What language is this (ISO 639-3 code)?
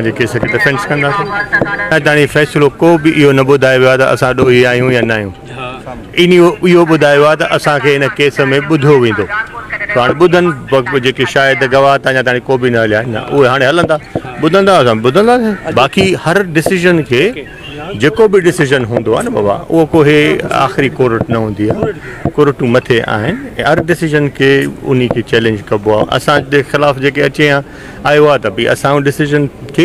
snd